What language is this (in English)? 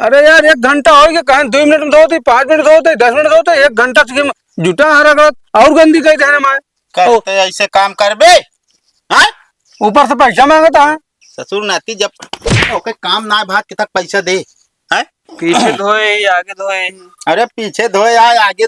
Awadhi